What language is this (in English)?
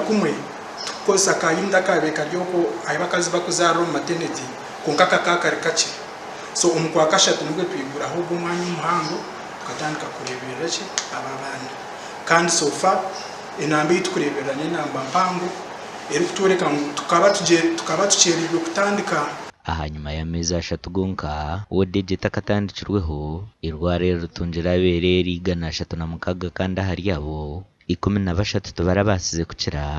Nyankole